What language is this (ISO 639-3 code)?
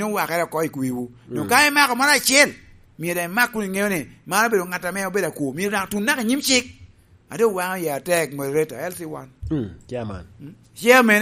laj